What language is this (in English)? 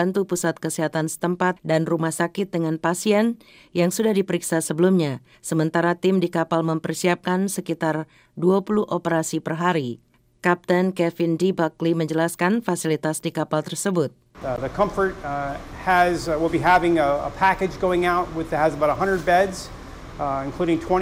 Indonesian